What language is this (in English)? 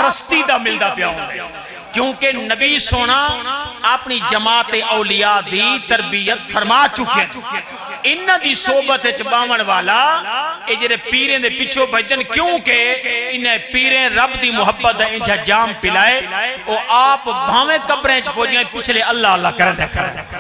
Saraiki